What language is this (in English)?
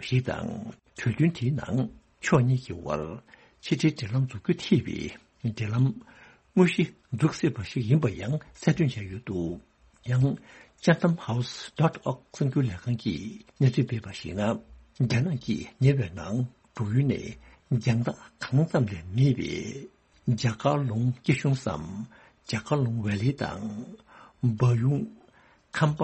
Tibetan